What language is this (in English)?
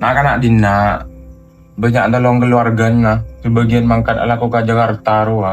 Madurese